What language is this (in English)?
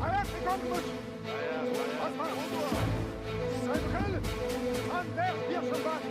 Chechen